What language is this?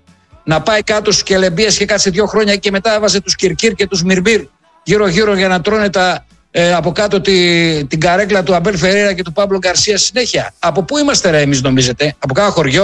Greek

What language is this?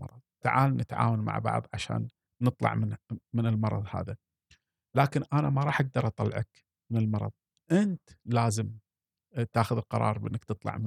Gulf Arabic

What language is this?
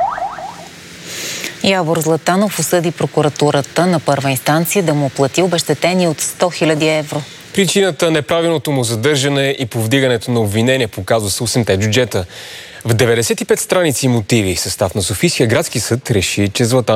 Bulgarian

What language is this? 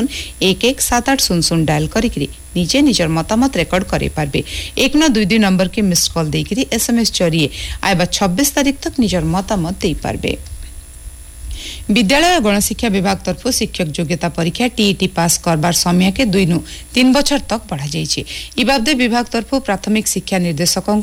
Hindi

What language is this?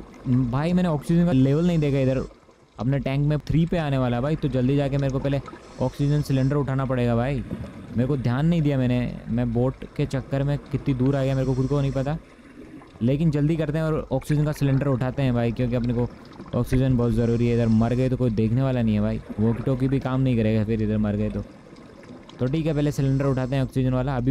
Hindi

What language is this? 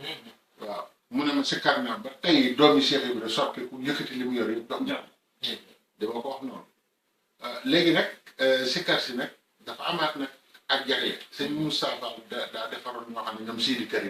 Wolof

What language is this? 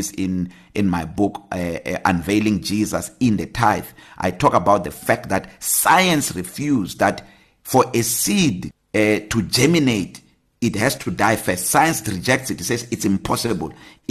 English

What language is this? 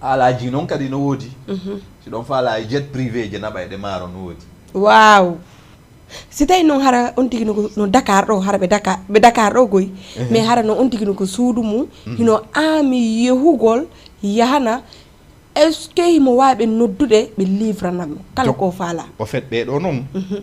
Fula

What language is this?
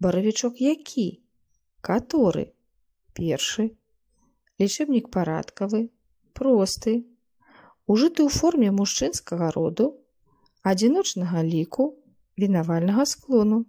Belarusian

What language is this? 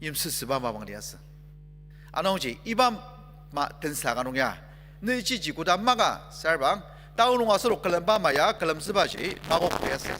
Ao Naga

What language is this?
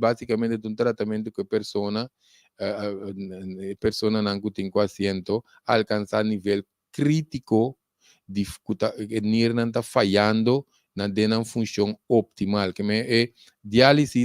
Papiamento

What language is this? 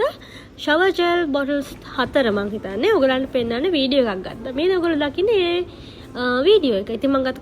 Sinhala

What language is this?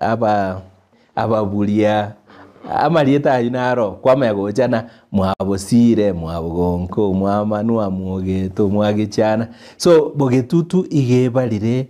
Gusii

